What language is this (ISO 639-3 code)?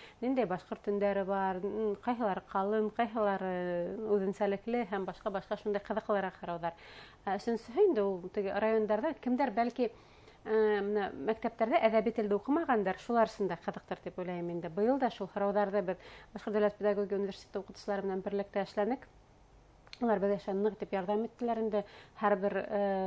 bak